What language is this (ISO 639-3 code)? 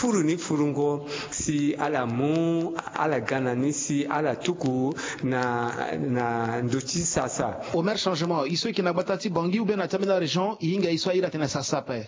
sag